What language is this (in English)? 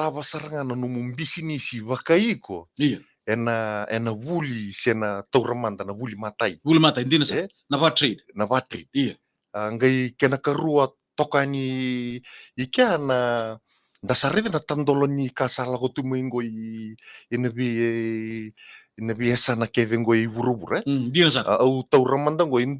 Fijian